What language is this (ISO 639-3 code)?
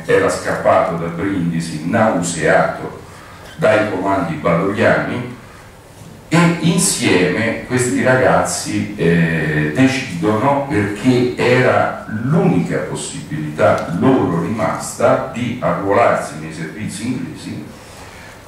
ita